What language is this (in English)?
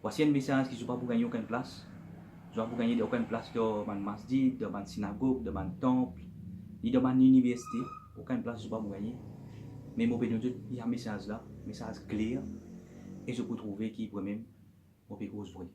Morisyen